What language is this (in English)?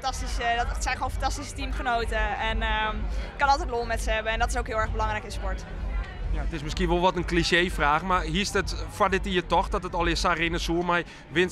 Western Frisian